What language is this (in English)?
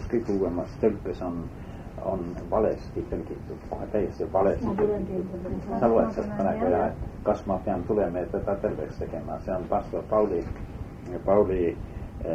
Estonian